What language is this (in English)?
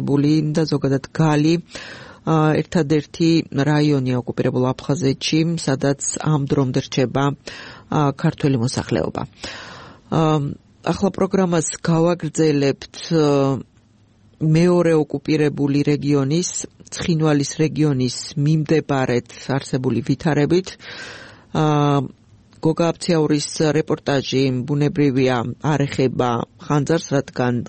Georgian